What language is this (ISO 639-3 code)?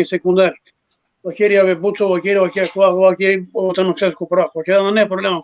rmn